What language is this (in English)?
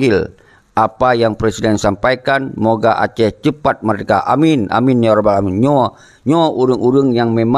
Achinese